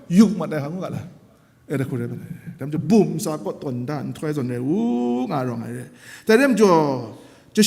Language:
Kachin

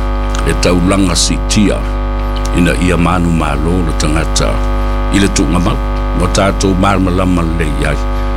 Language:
Samoan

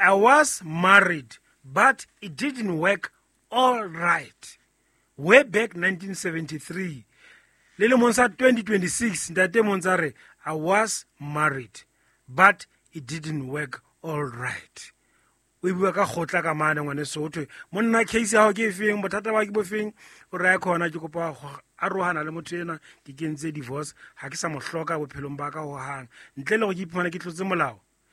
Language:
Southern Sotho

